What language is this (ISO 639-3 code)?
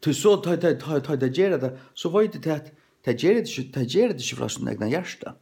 fao